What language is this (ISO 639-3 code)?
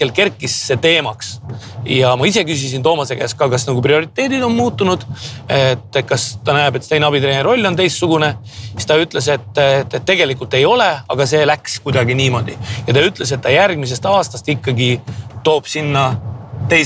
est